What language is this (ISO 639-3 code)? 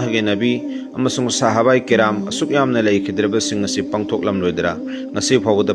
mni